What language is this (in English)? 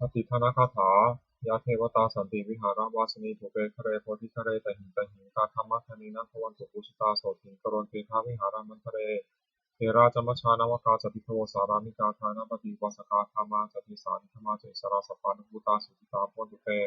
Pali